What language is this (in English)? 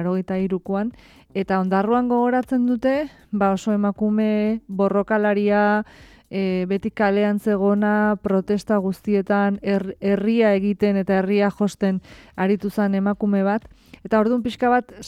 Basque